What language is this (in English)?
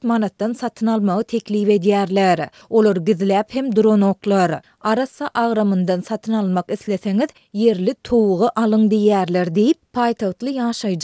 Turkmen